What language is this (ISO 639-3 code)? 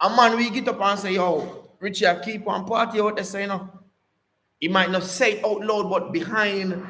jam